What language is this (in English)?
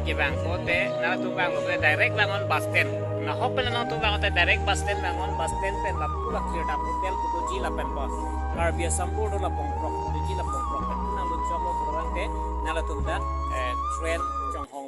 Karbi